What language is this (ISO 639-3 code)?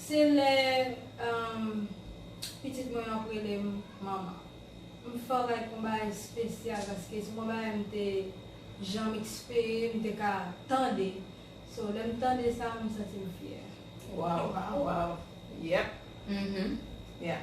hat